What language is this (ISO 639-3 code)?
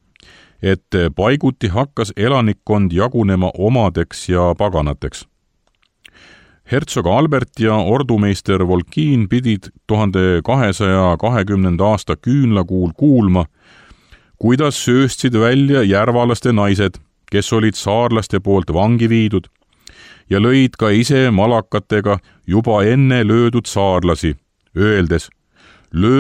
est